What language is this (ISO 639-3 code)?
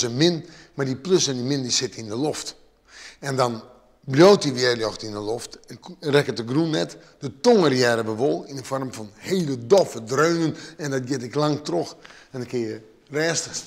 fry